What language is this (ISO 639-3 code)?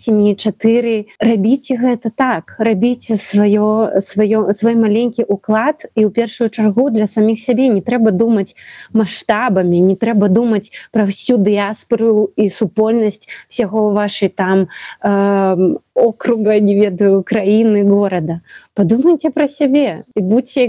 bel